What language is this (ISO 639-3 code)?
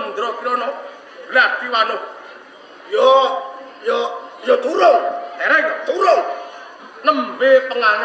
jav